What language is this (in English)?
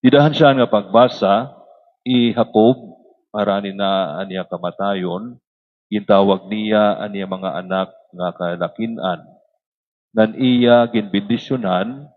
Waray